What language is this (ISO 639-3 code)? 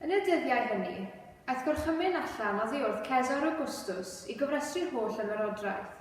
cym